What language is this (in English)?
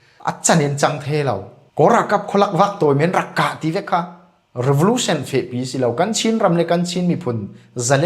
Falam Chin